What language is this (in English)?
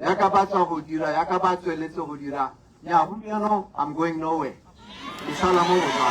Tswana